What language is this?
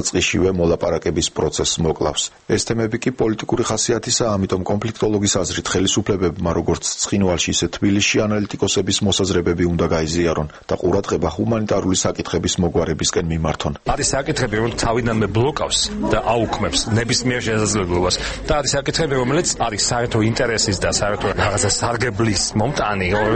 Georgian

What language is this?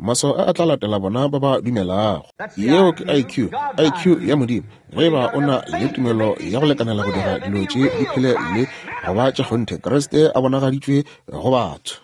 Northern Sotho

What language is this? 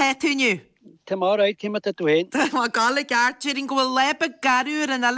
Irish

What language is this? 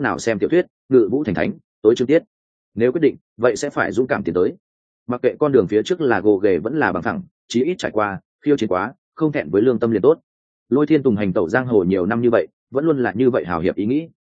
Vietnamese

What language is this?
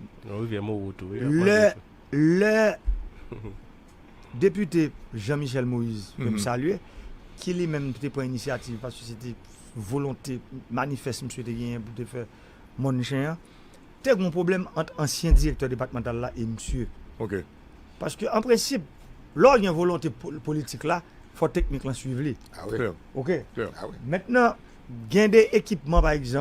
Haitian Creole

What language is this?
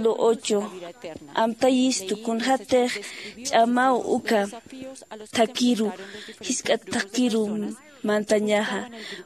Aymara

